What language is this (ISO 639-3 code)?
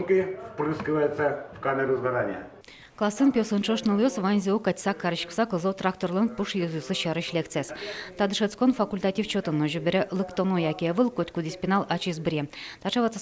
udm